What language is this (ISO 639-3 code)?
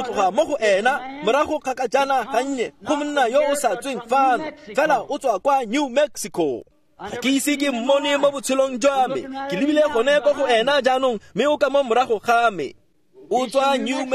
tsn